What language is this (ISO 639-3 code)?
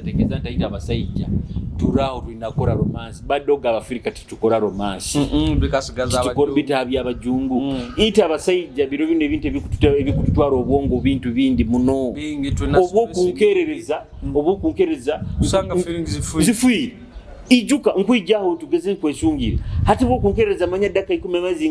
nyo